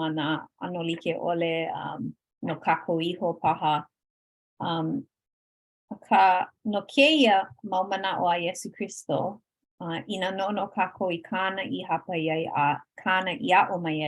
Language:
Hawaiian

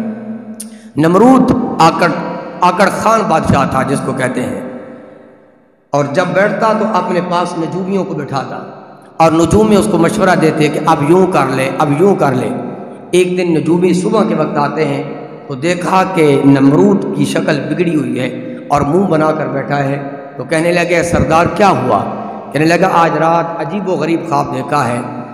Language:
Urdu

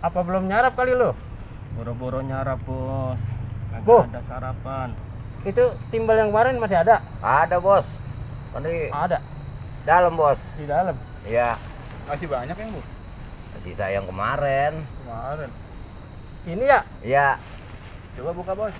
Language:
Betawi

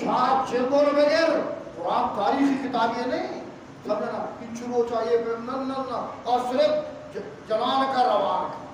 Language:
Eastern Balochi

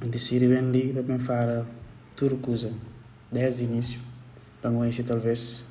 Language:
Kabuverdianu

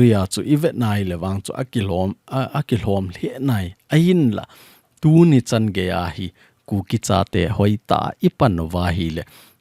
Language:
Thado Chin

